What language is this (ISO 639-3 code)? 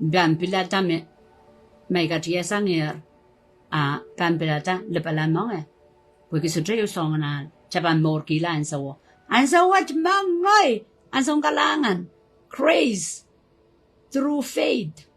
pon